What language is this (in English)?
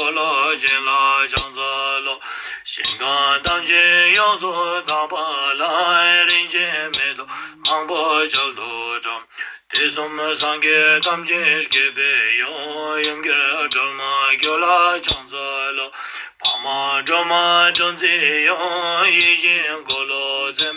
Ladakhi